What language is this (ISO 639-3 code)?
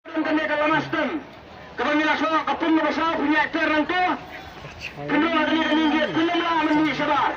kha